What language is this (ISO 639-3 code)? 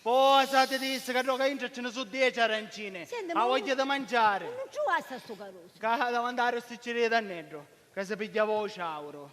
scn